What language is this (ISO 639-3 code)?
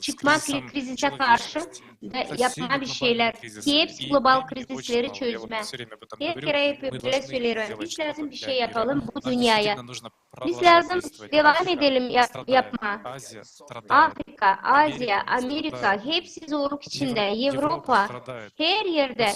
gag